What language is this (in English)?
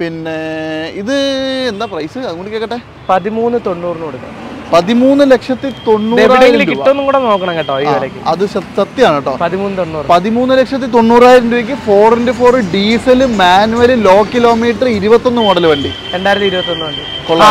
Malayalam